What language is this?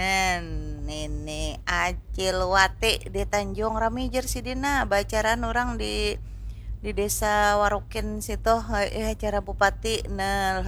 Banjar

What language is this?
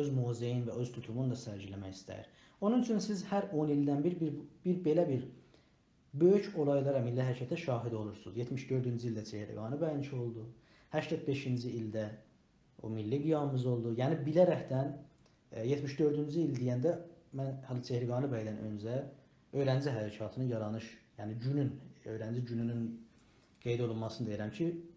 South Azerbaijani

